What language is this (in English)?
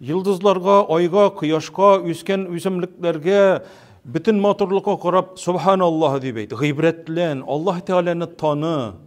Tatar